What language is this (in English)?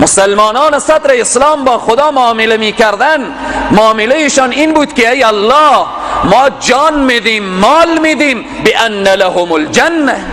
Persian